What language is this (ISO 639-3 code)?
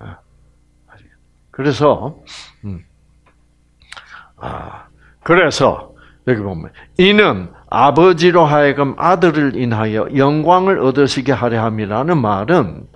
kor